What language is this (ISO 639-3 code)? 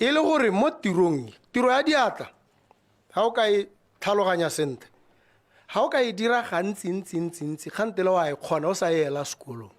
tsn